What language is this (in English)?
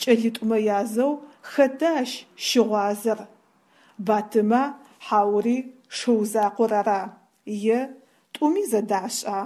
Adyghe